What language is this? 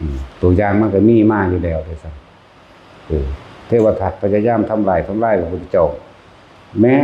Northeastern Thai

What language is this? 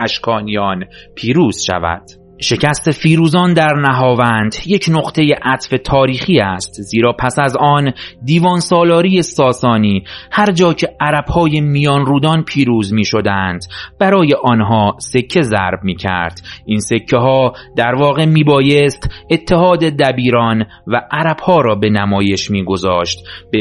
Persian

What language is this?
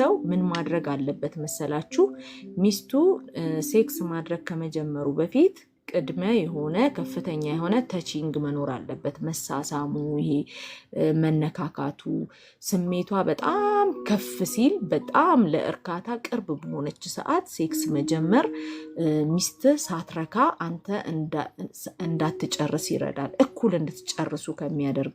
Amharic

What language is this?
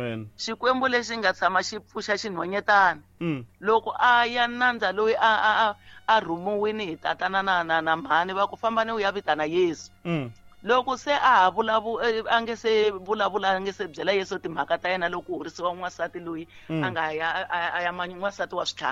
Tsonga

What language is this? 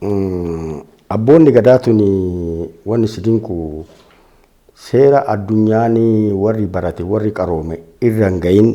Oromo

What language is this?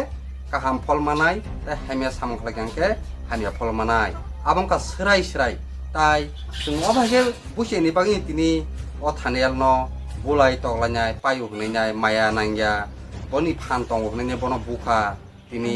Kok Borok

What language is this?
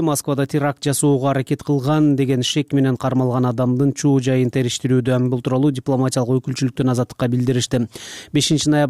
Kyrgyz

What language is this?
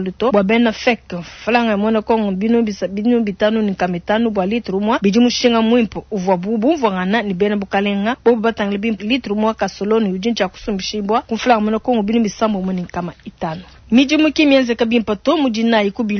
Luba-Lulua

